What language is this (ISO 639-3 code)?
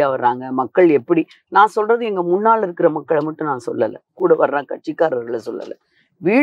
tam